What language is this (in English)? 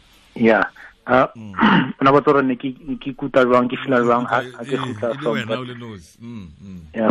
Tswana